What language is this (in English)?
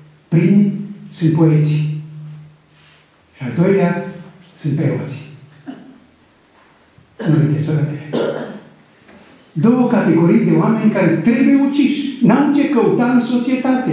Romanian